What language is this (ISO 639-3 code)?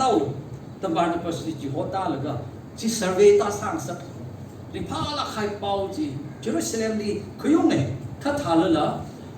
nmf